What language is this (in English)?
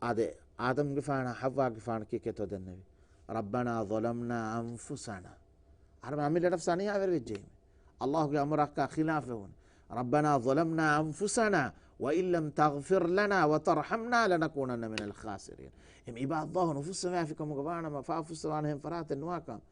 Divehi